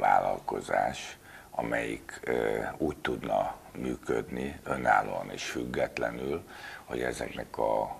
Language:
Hungarian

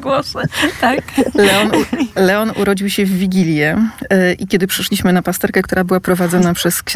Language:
Polish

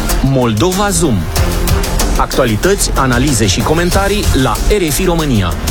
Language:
Romanian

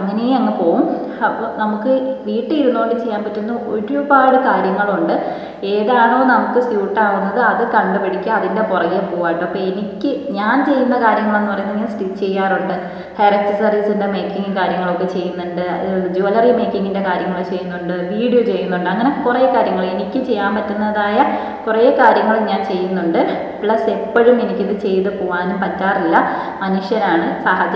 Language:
Malayalam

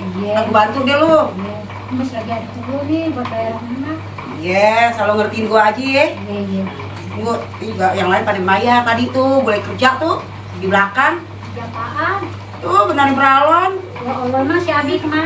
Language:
Betawi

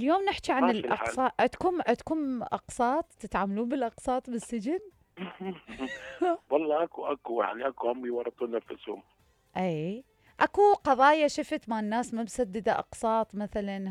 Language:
Mesopotamian Arabic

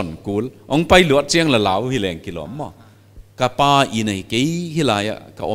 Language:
Paite Chin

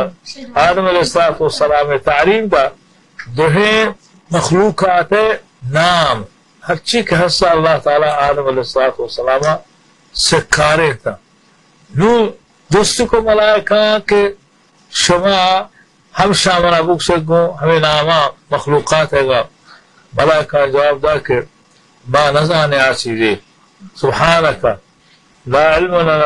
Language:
Baluchi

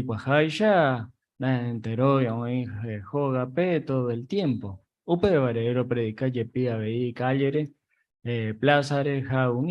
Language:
Guarani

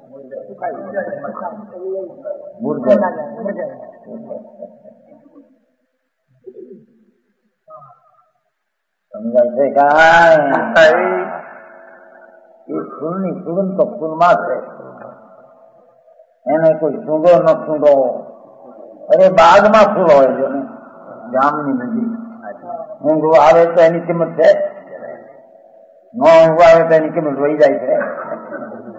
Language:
Gujarati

